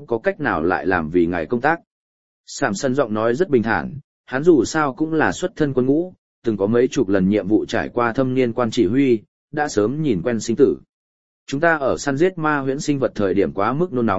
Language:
Vietnamese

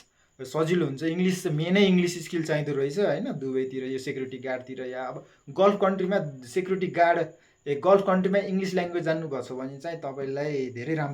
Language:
Nepali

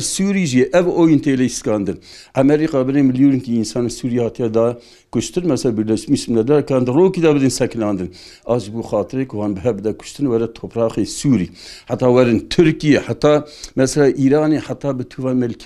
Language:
Kurdish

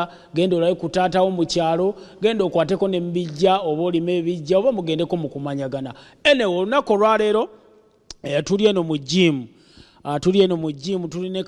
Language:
Ganda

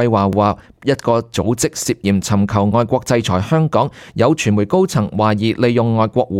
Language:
Cantonese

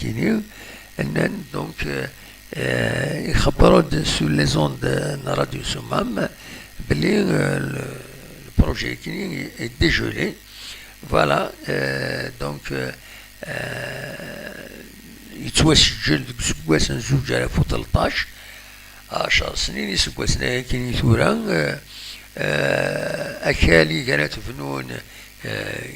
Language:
Kabyle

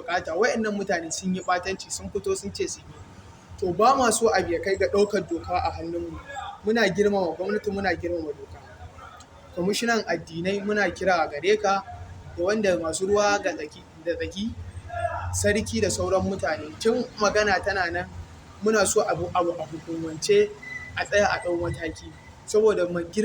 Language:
Hausa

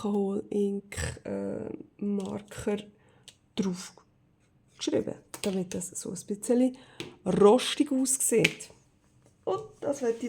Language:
Swiss German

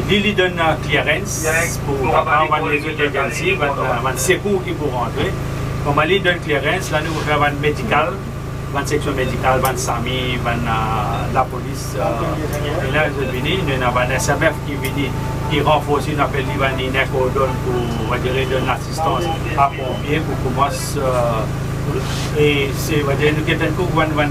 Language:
Morisyen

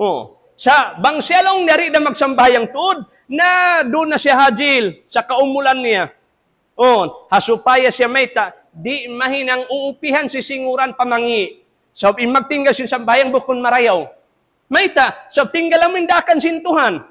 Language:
Tausug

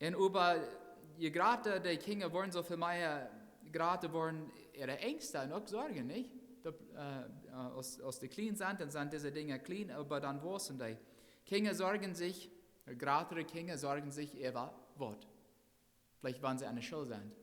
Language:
Plautdietsch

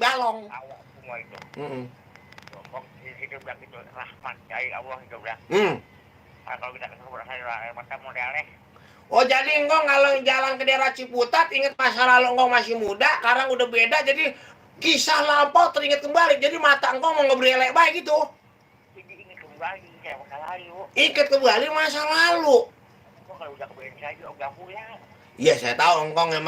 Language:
Betawi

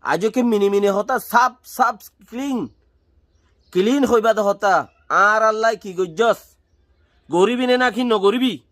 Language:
Rohingya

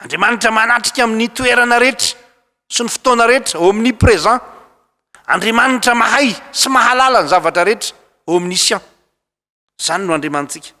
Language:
Malagasy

